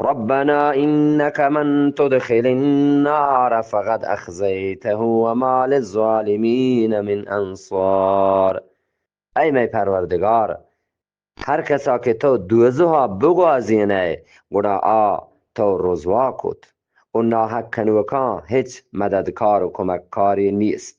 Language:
Eastern Balochi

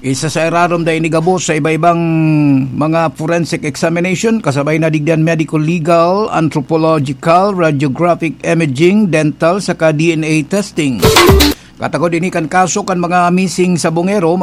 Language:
Bikol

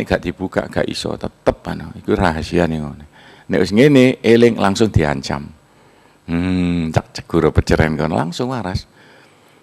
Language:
Javanese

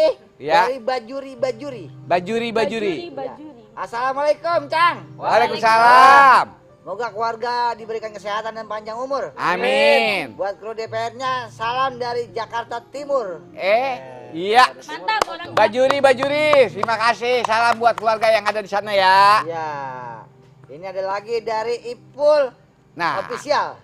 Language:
Betawi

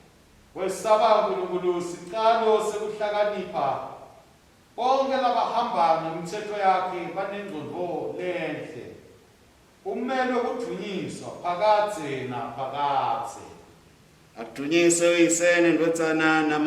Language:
Swati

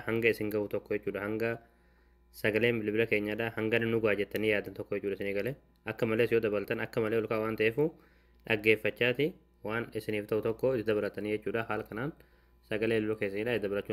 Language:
Oromo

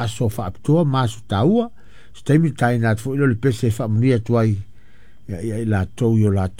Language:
Samoan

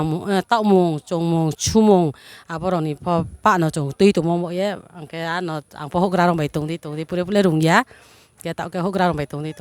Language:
Riang (India)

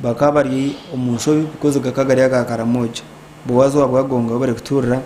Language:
Nyankole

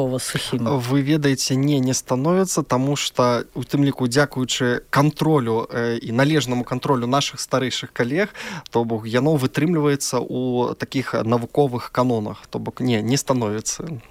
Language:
Belarusian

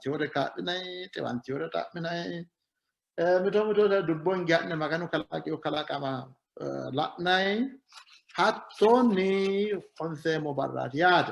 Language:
Sidamo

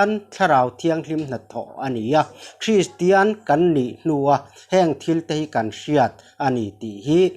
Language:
Mizo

